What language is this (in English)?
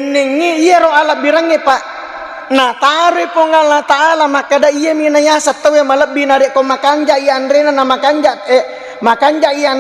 Buginese